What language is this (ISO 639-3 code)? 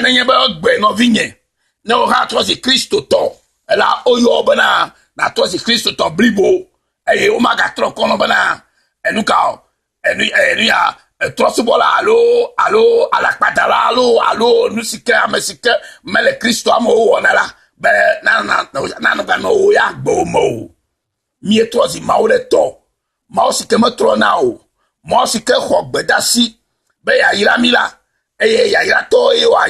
ewe